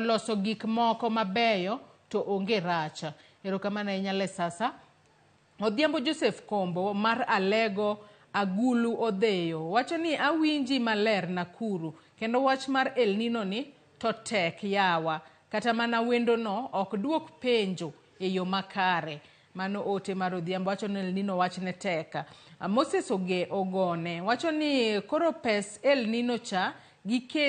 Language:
Luo (Kenya and Tanzania)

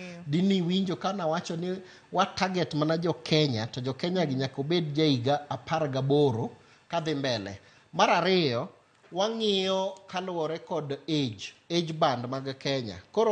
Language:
Luo (Kenya and Tanzania)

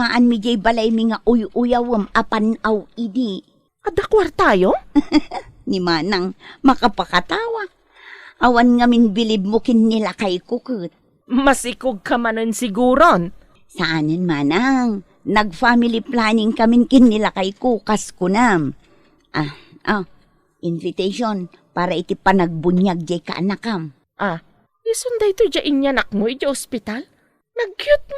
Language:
Iloko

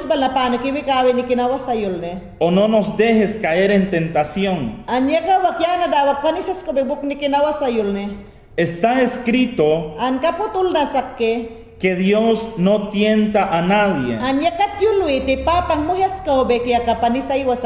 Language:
Mayangna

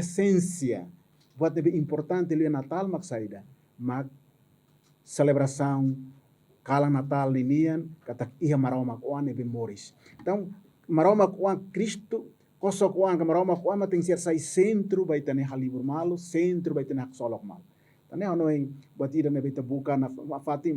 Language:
Tetum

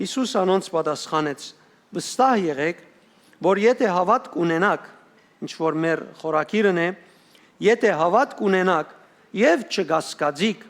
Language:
Western Armenian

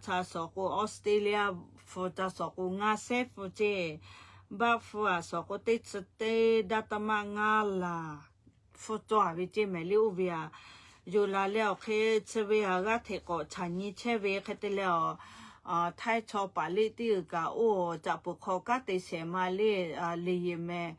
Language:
Lahu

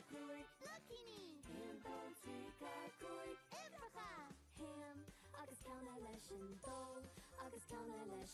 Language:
Irish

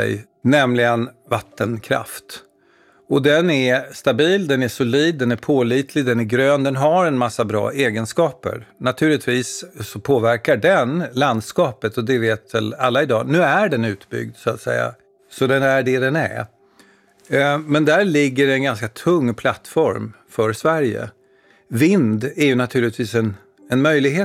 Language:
Swedish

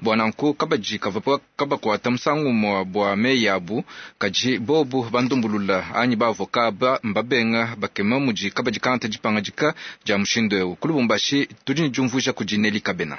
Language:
Luba-Lulua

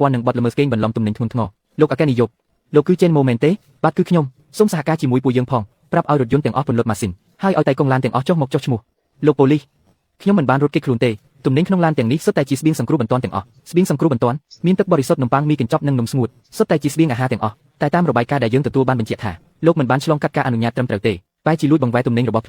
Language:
Khmer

